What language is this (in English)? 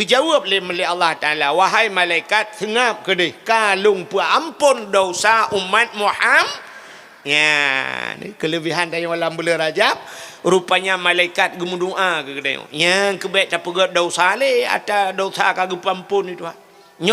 Achinese